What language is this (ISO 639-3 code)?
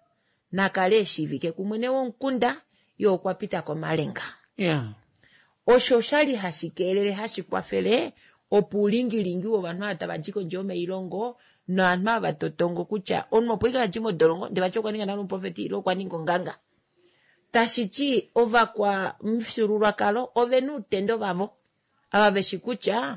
kua